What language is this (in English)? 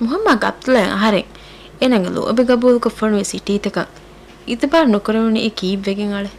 Divehi